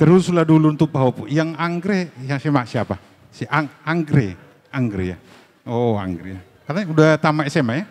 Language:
Batak Toba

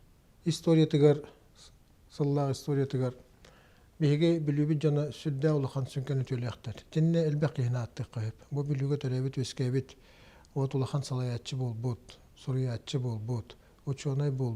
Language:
Yakut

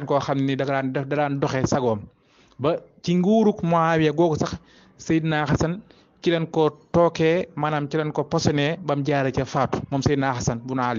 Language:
Wolof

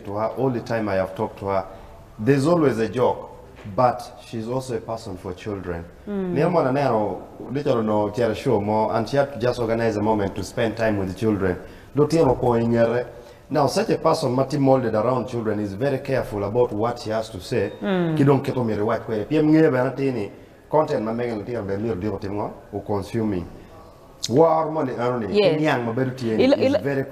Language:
Acoli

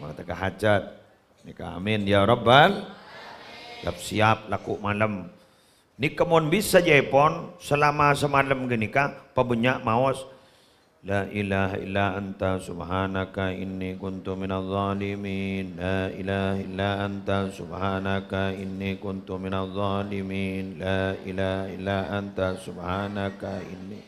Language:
Madurese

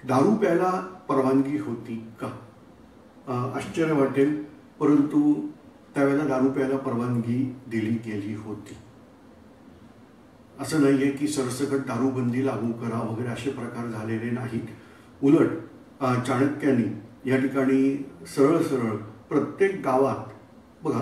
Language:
Marathi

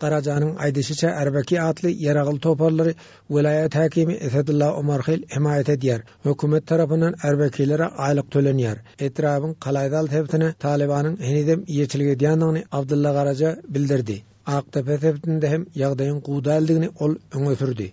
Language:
Turkmen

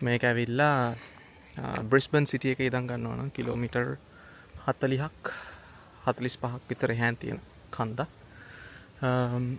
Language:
Sinhala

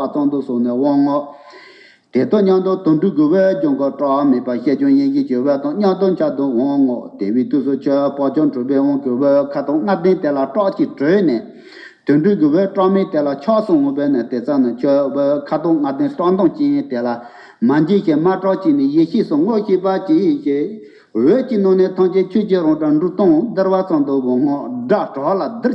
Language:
Tibetan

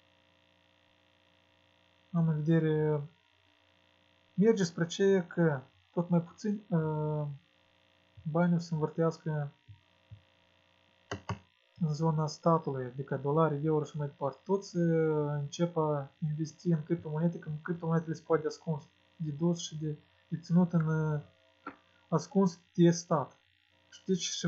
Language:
Romanian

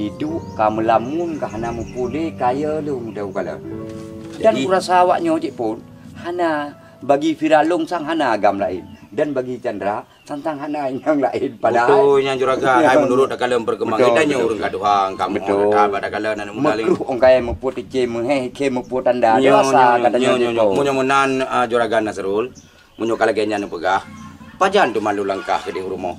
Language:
Achinese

